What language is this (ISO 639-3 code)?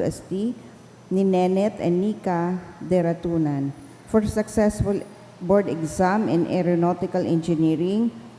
bik